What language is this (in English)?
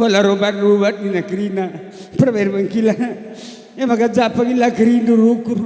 Batak Karo